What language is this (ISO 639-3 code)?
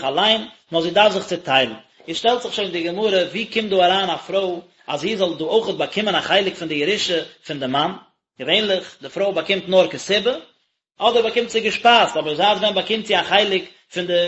yid